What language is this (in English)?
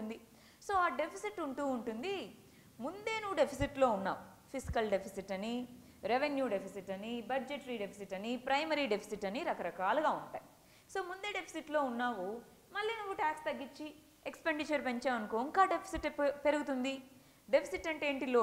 Telugu